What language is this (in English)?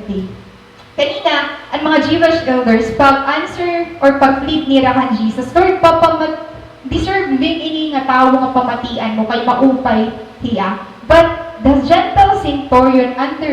Waray